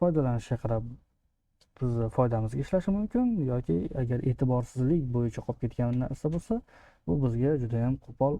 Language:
Uzbek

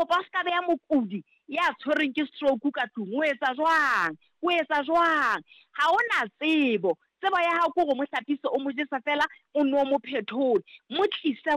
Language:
Southern Sotho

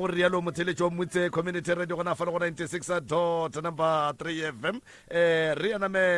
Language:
Northern Sotho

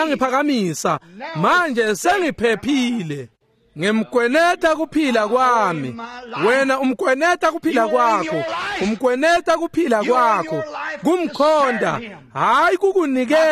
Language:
Swati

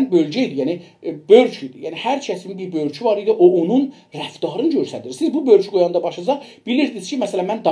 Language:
South Azerbaijani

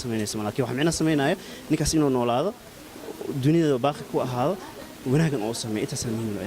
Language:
Somali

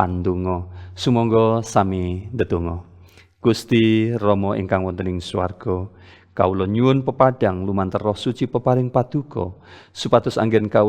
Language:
Javanese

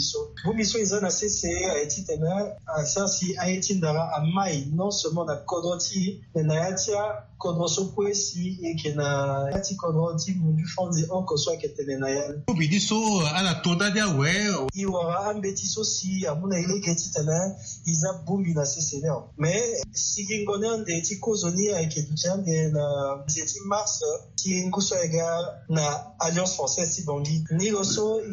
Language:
Sango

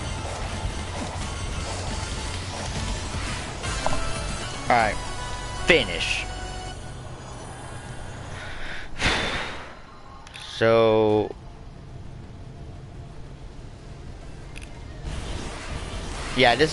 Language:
English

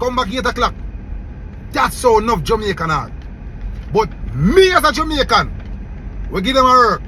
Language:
Jamaican Creole English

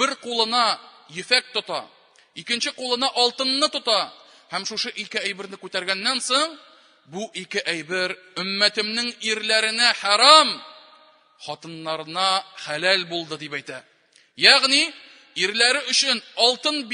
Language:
Tatar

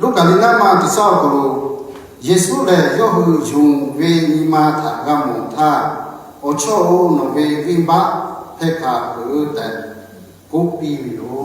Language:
Lahu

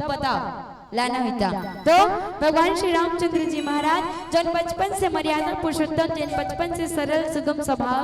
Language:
Chhattisgarhi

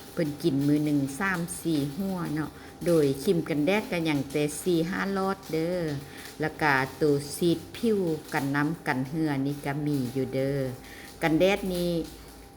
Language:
Lao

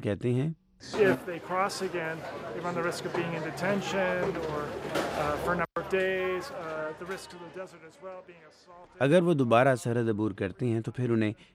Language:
Urdu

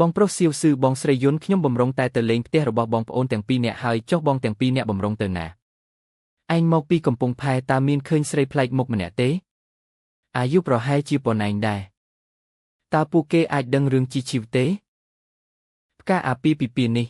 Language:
Khmer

